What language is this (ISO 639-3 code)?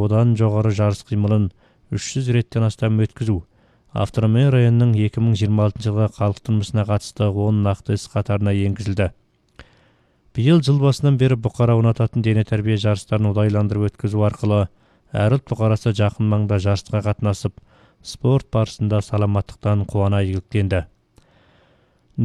kaz